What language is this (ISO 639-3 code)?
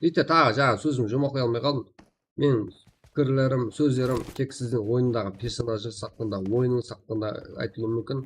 kaa